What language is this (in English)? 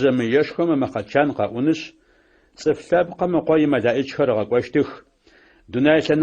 Adyghe